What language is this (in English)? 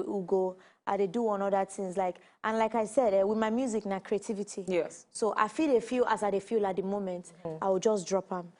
Nigerian Pidgin